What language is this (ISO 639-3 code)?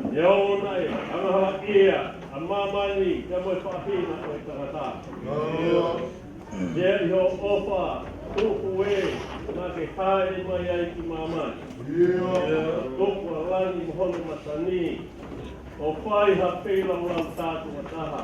ton